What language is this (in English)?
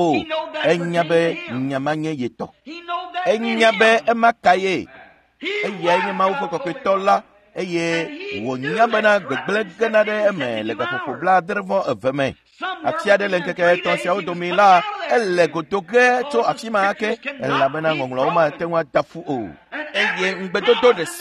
Ewe